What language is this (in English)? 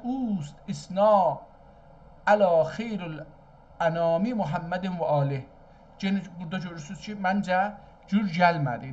South Azerbaijani